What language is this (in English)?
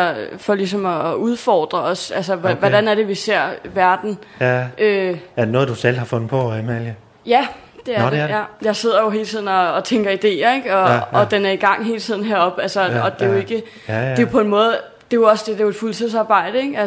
Danish